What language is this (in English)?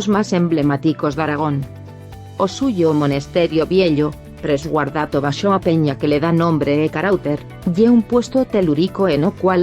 Aragonese